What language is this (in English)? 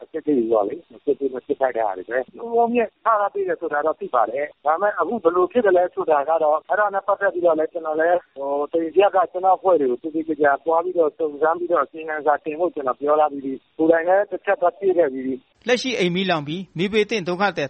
Burmese